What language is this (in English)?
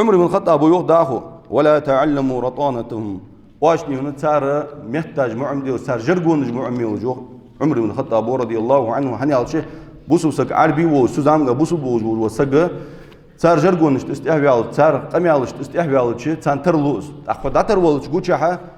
Ingush